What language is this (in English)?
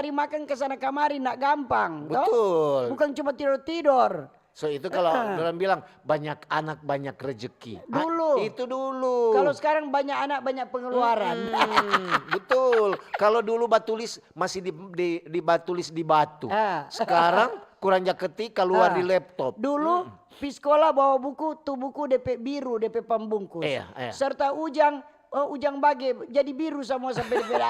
Manado Malay